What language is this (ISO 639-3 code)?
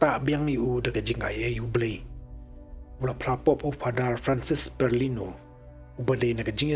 kha